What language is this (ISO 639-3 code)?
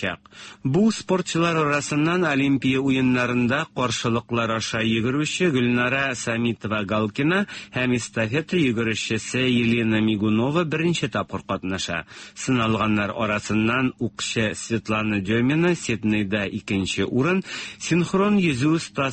tat